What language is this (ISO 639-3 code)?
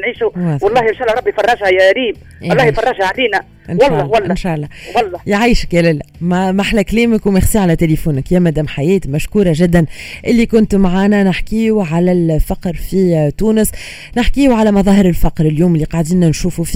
aeb